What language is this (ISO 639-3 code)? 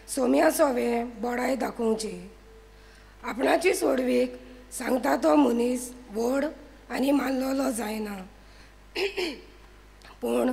kok